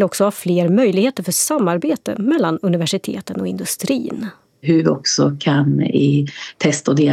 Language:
Swedish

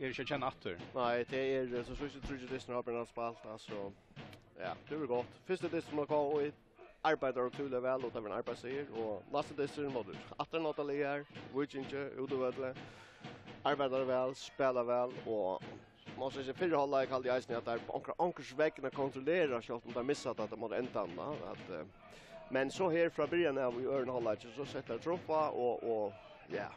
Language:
Faroese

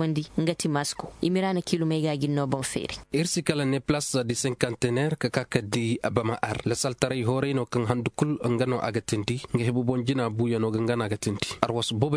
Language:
Koyraboro Senni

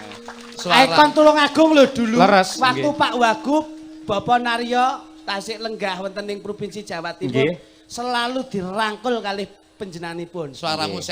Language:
Javanese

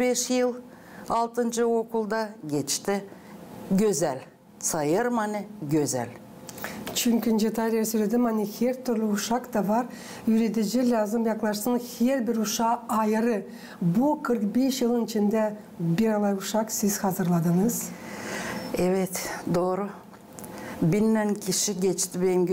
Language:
Gagauz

